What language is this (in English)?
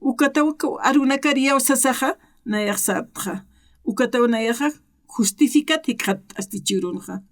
Aymara